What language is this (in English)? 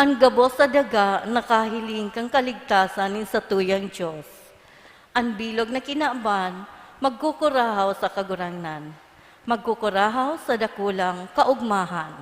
Bikol